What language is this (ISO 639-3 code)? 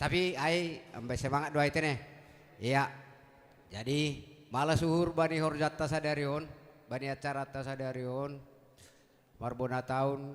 bts